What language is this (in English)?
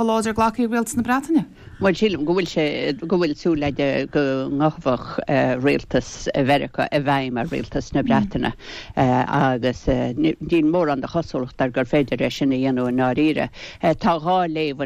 Irish